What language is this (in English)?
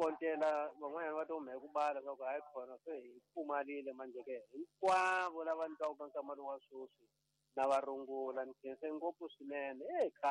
Tsonga